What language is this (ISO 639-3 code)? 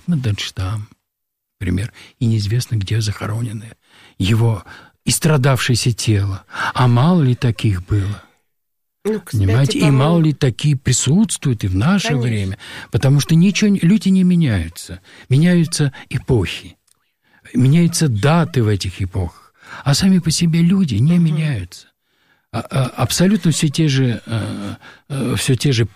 rus